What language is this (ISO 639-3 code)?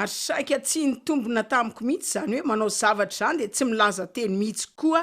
mlg